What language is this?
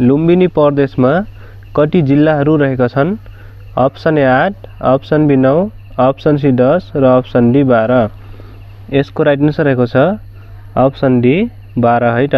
Nepali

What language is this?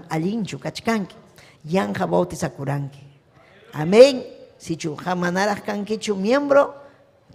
Ayacucho Quechua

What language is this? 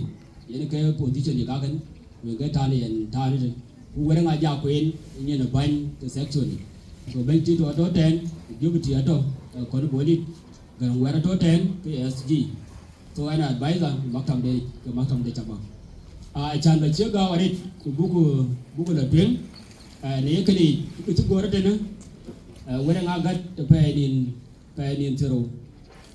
Dinka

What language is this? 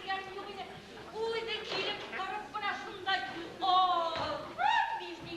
Bashkir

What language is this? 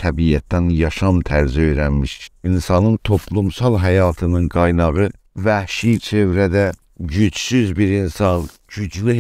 South Azerbaijani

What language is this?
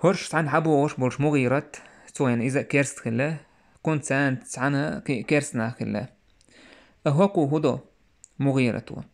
Chechen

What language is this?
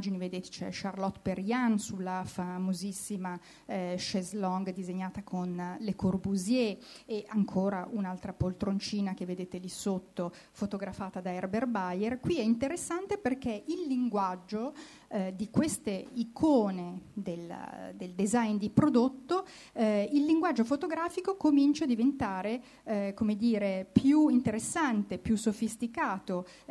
Italian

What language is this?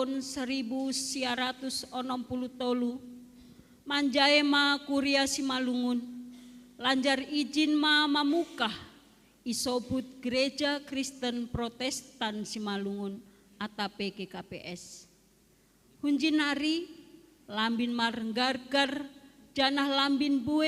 Batak Simalungun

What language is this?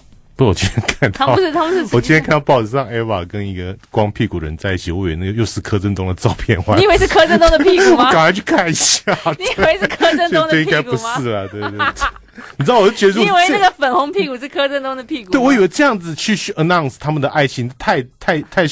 Chinese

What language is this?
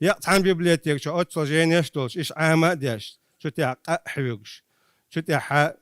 Chechen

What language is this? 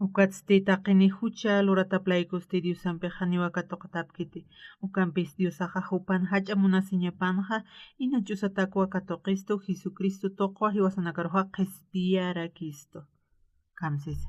Aymara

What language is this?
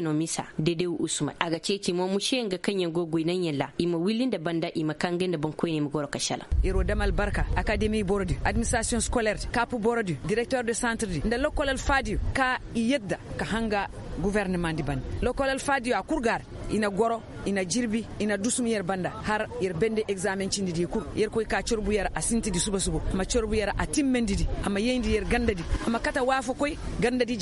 Koyraboro Senni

